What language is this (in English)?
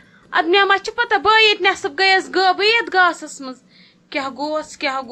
Kashmiri